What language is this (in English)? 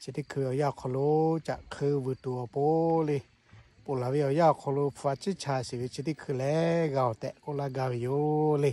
Lahu